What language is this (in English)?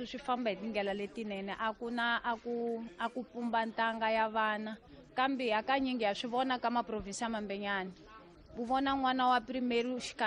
Tsonga